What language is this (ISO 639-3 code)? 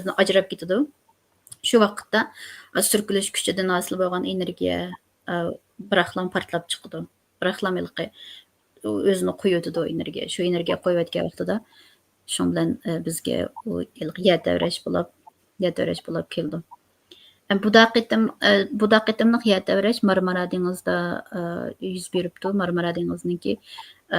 uig